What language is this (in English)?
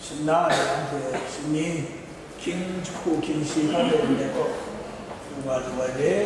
Kachin